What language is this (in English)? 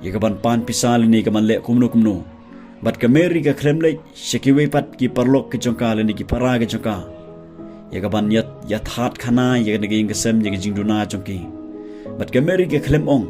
Khasi